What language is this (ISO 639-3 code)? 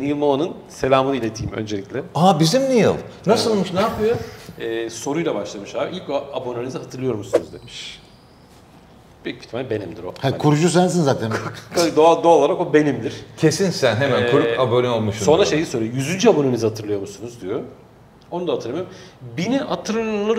tur